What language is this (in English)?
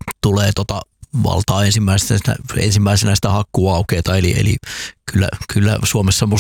Finnish